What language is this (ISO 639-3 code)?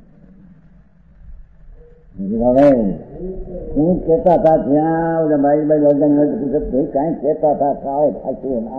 guj